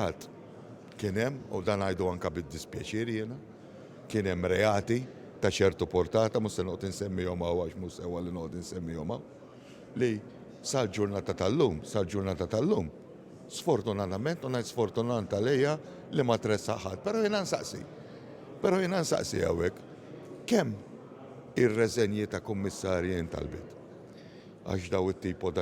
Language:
Maltese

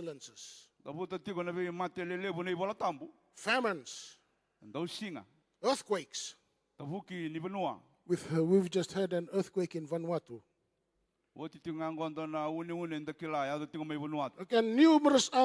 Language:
Fijian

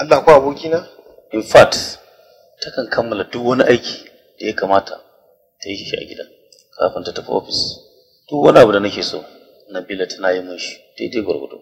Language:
Hausa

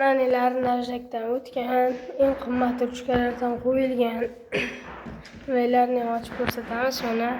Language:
Uzbek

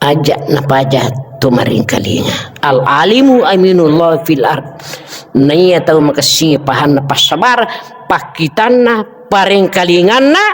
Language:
Buginese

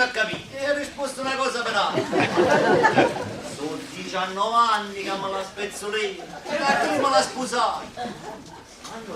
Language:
Neapolitan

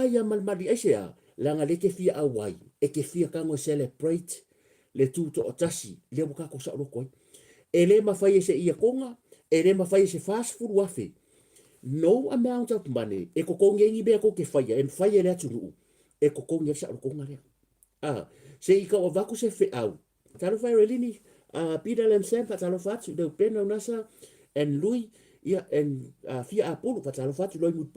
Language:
Samoan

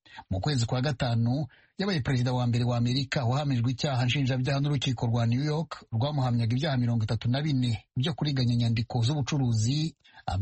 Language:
Kinyarwanda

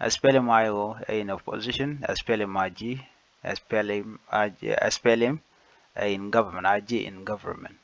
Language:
Nuer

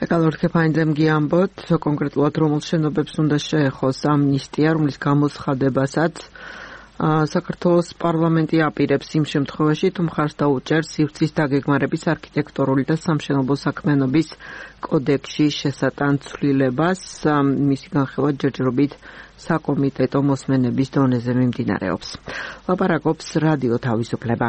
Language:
Georgian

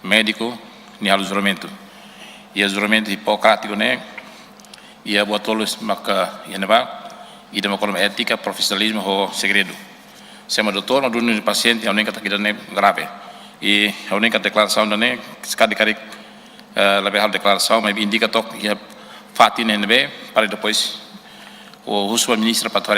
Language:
Tetum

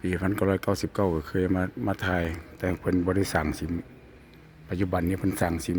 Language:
Lao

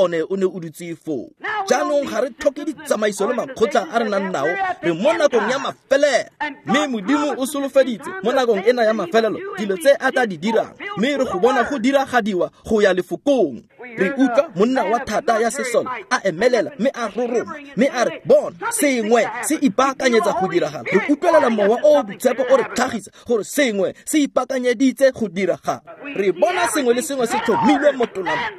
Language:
Tswana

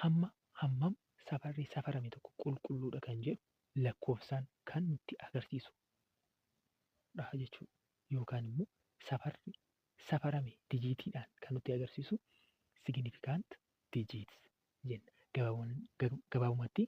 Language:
Oromo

